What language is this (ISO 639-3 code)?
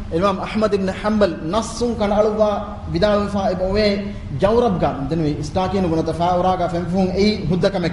div